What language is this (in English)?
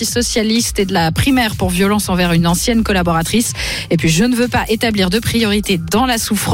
French